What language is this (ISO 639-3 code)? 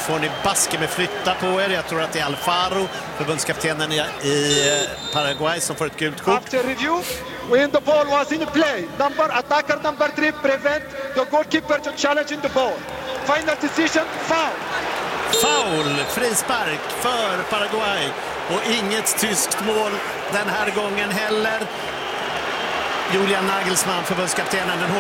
swe